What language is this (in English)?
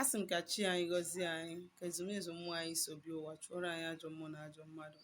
Igbo